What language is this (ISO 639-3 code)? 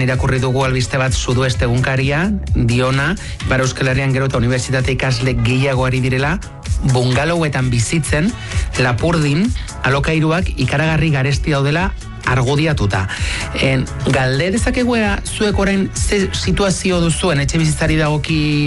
eus